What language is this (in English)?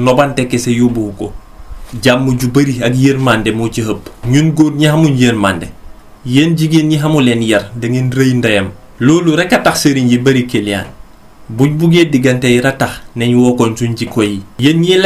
Wolof